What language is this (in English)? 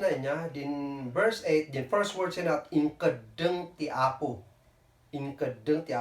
Kankanaey